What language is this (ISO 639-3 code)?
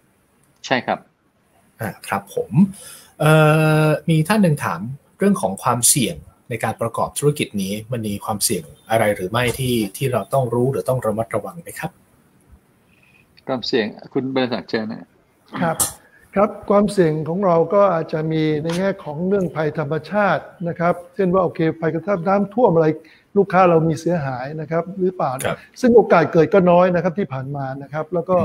tha